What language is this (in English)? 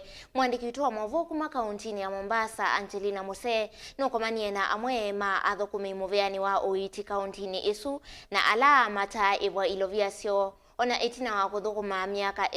Kamba